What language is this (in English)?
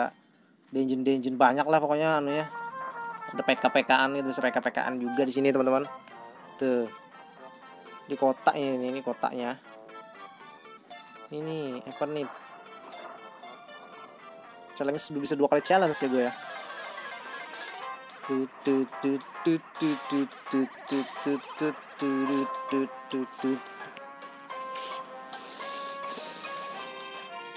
Indonesian